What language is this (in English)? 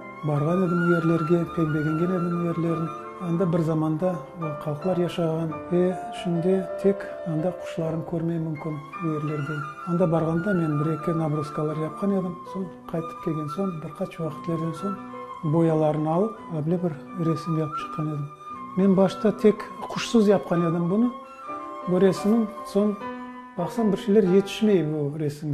Crimean Tatar